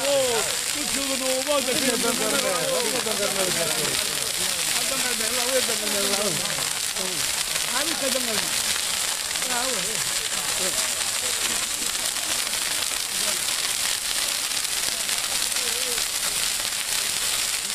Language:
Italian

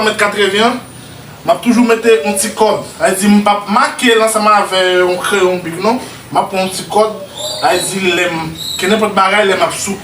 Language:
Haitian Creole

